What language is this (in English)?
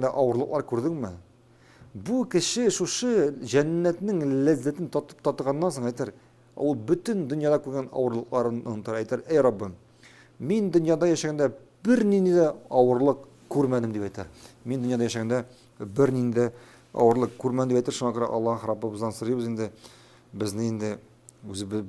Tatar